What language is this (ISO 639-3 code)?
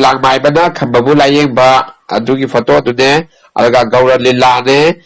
mni